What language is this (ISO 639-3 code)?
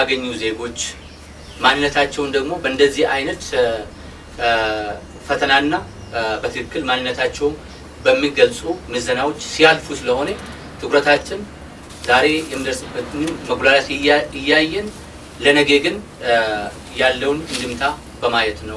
amh